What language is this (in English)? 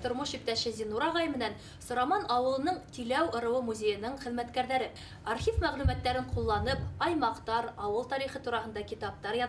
Bashkir